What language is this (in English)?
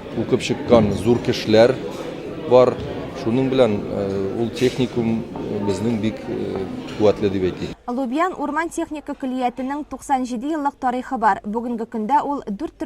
Tatar